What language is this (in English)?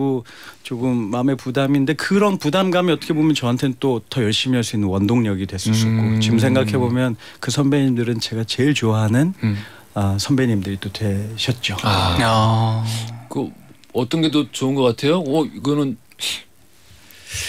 Korean